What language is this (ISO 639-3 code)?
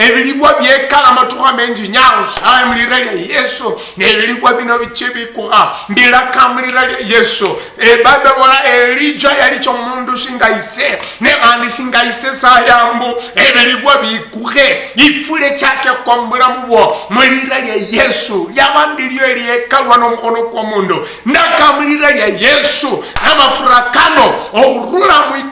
luy